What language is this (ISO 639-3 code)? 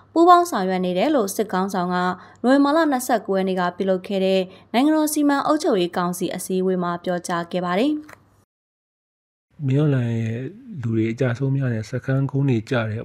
mya